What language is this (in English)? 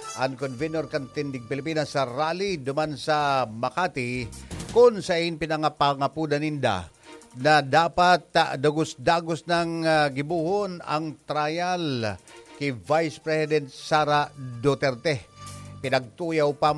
Bikol